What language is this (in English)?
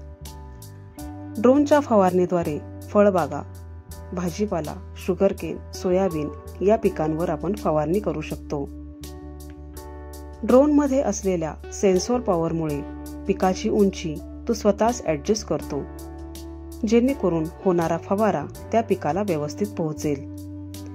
Marathi